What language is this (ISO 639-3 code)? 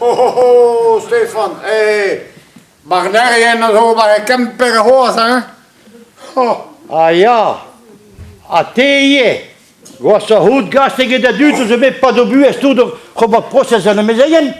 bre